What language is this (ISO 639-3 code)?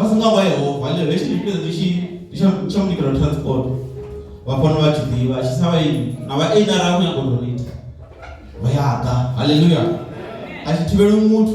ven